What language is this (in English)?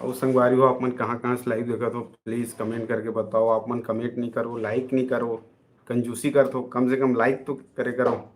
Chhattisgarhi